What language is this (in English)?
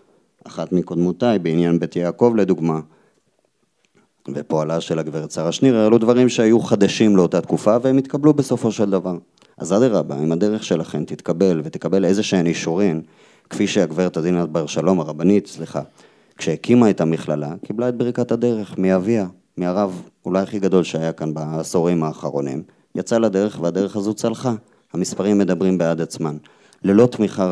Hebrew